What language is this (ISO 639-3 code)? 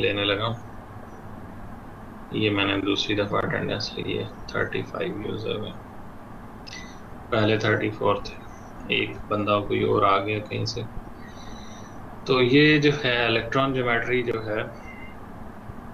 hin